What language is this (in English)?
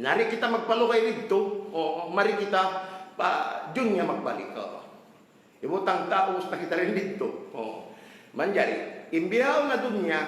Tausug